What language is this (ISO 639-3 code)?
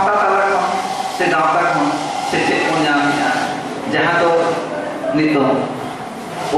sat